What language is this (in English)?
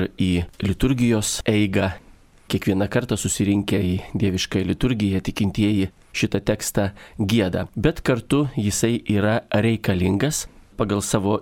Lithuanian